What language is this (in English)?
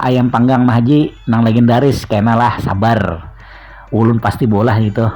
Banjar